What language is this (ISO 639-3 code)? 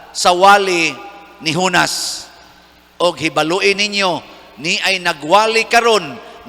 ceb